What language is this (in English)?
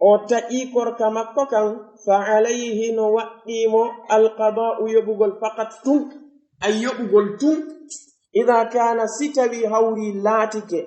Pular